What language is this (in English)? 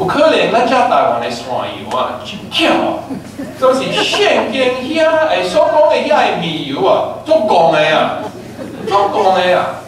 Min Nan Chinese